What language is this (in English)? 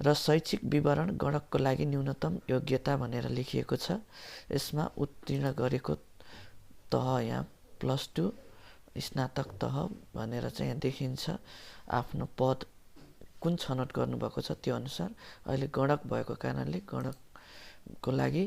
Nepali